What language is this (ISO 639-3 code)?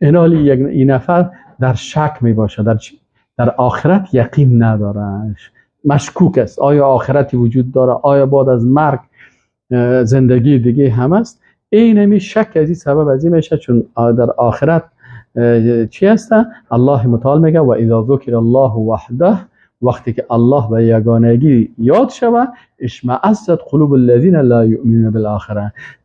fas